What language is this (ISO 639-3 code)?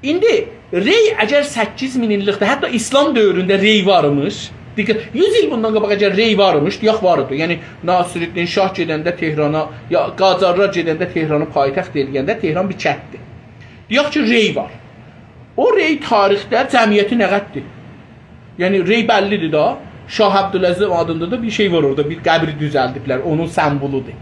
azb